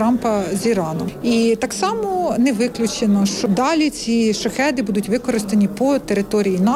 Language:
Ukrainian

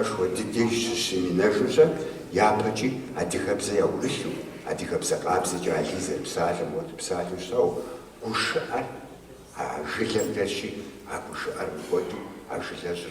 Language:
Kabardian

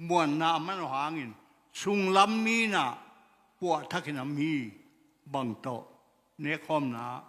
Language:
Tedim Chin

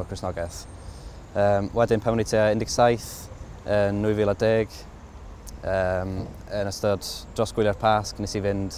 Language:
Welsh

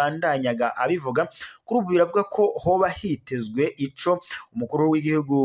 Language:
Rundi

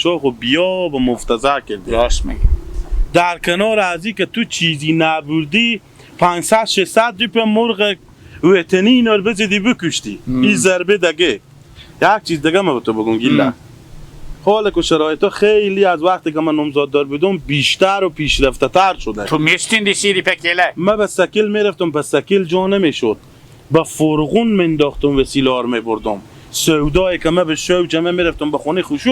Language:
Hazaragi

